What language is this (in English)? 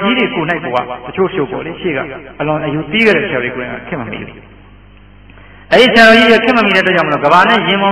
Burmese